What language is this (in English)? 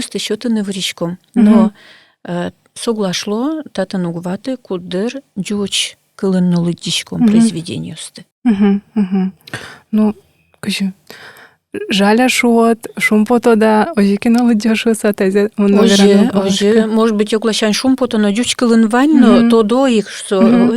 Udmurt